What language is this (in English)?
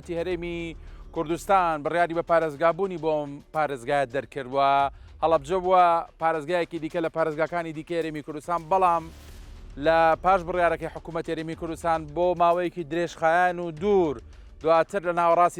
Central Kurdish